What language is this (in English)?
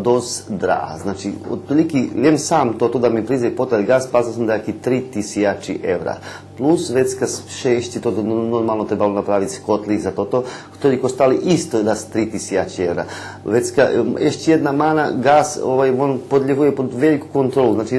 Rusyn